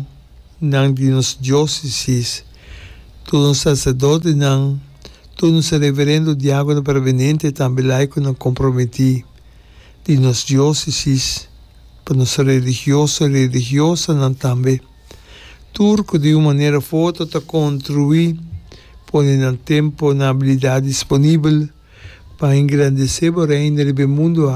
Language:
Papiamento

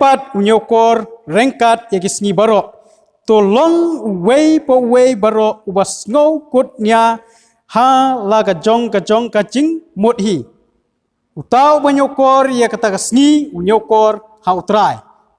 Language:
Khasi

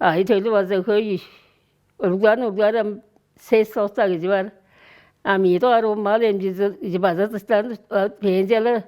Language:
Tuvinian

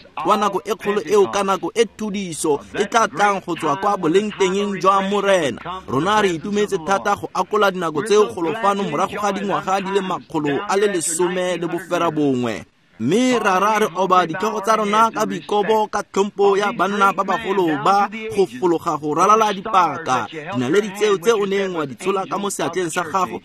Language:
Tswana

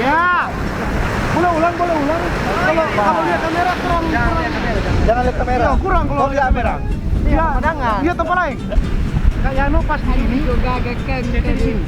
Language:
Manado Malay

